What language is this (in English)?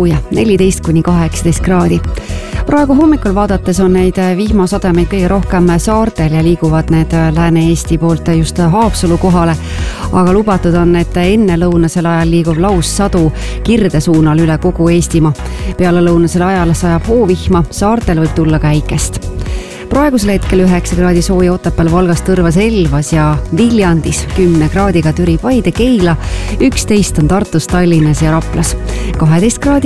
Estonian